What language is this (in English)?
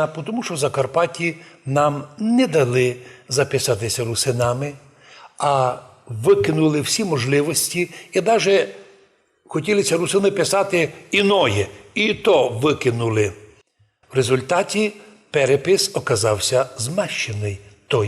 Rusyn